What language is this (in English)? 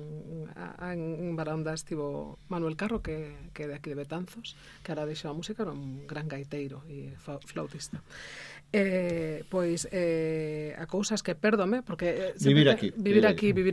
Galician